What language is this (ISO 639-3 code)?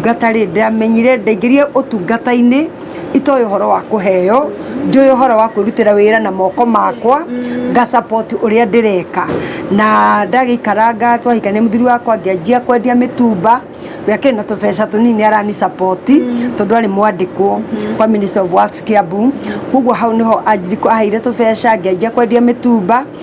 kik